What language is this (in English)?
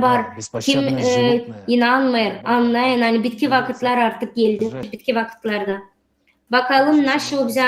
Gagauz